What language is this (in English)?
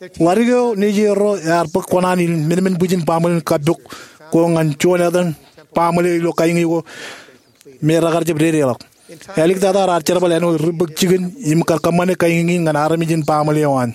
Marshallese